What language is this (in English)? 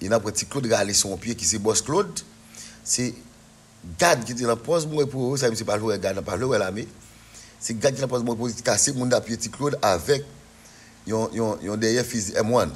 Haitian Creole